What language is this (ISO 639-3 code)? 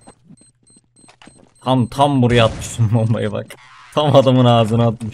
tur